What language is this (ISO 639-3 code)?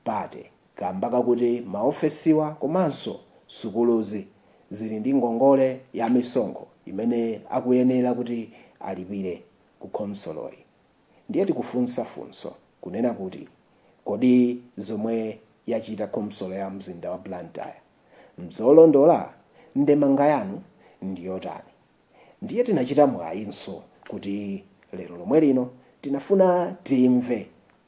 nya